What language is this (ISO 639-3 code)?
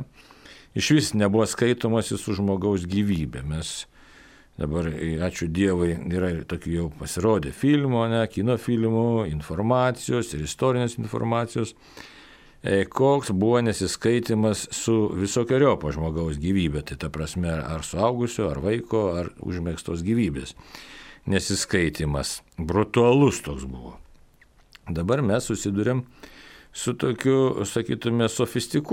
lit